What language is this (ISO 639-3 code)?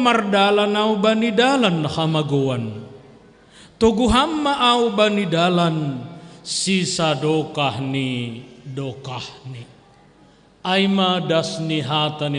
bts